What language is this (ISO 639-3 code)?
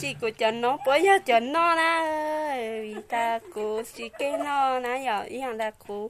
hmn